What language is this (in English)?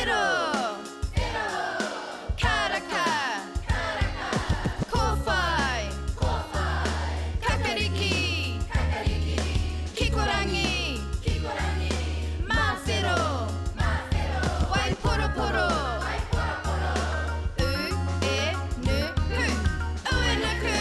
Māori